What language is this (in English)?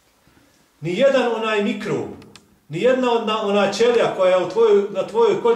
Bosnian